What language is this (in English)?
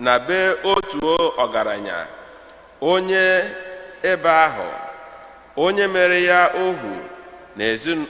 Igbo